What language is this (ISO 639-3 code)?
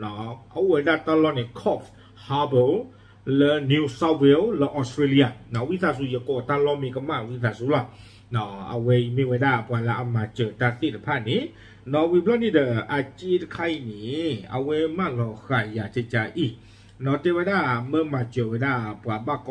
ksw